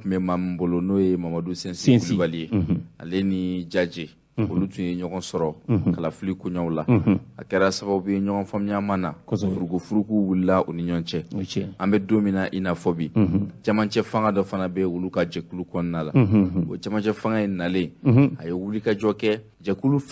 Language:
Bambara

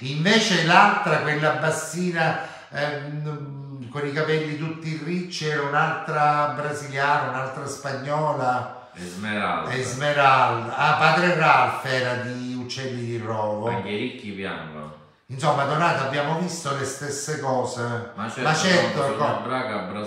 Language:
Italian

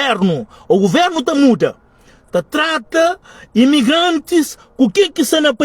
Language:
Kabuverdianu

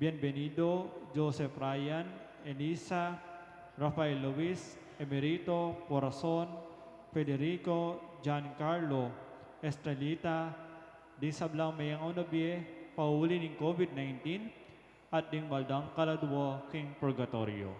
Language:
Pampanga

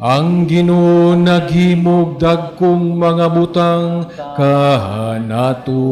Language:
Cebuano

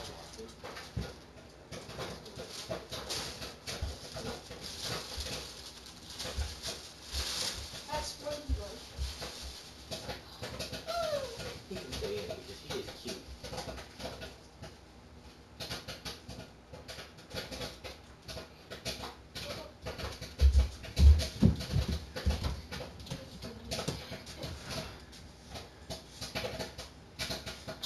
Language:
English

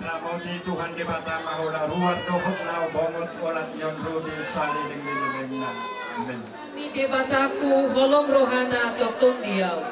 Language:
Batak Toba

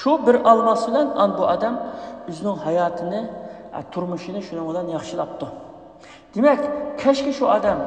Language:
Uyghur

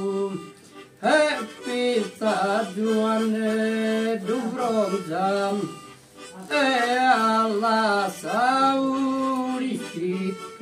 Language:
Sardinian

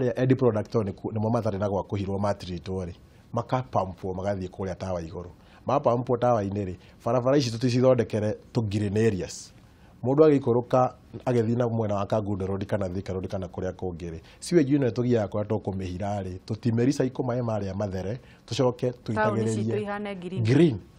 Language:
Kikuyu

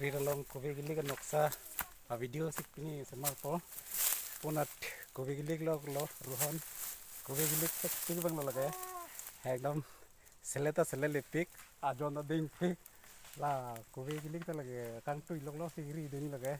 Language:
Karbi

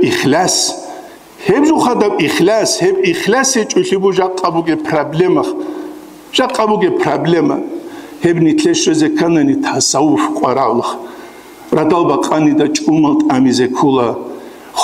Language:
Avaric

